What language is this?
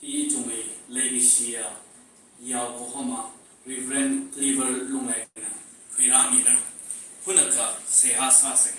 Tangkhul Naga (India)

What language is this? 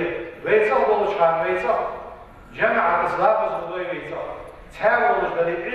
Ingush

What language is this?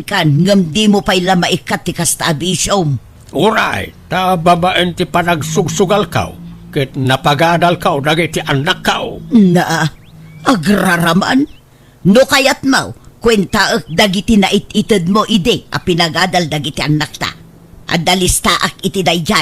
Iloko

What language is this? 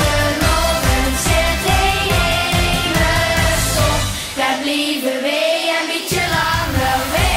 Limburgish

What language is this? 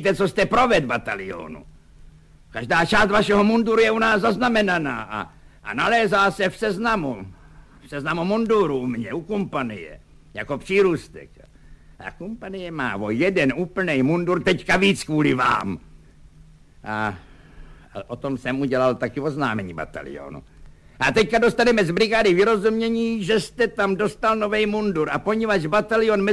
Czech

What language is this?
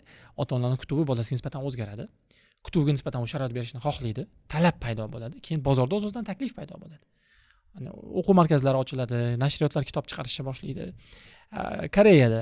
Uzbek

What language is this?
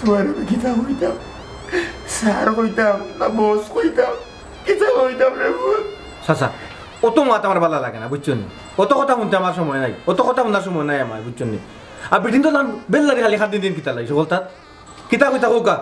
Sylheti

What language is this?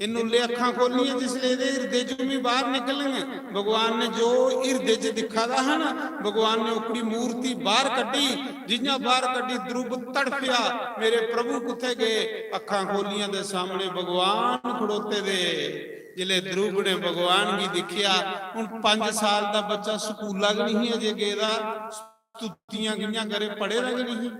Dogri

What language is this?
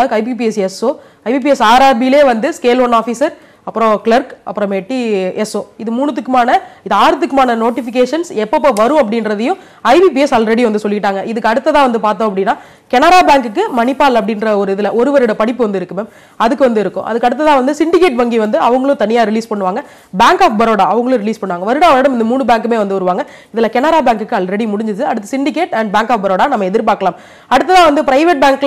Tamil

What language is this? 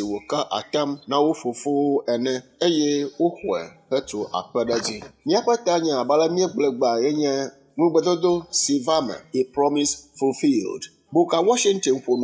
Ewe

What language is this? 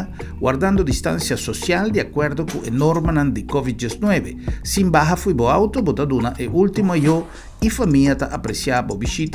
Papiamento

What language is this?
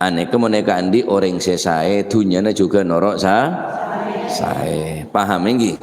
Madurese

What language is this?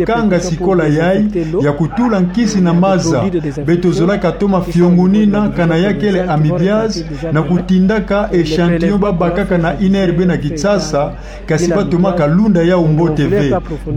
Kituba (Democratic Republic of Congo)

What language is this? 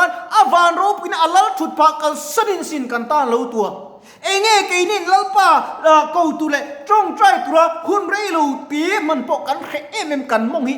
Mizo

